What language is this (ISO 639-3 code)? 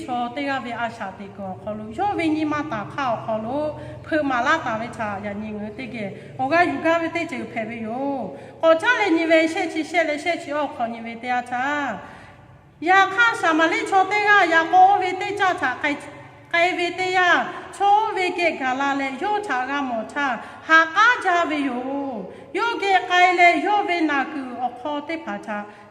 lhu